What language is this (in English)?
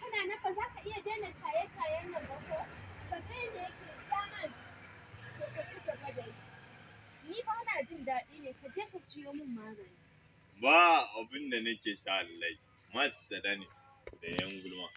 Hausa